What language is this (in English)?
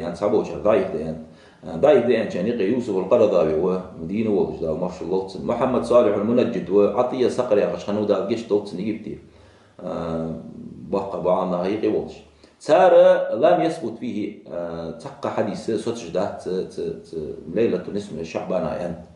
Ingush